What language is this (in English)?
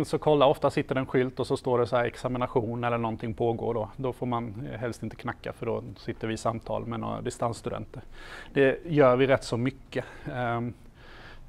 Swedish